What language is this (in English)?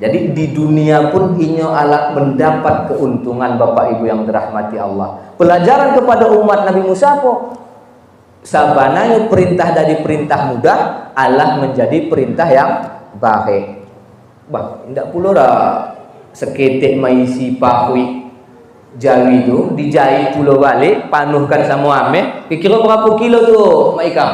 Minangkabau